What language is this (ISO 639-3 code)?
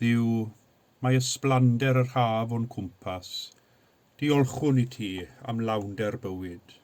cym